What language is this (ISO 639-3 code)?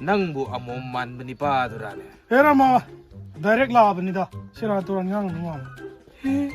mni